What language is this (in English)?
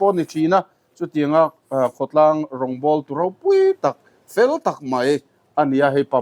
Mizo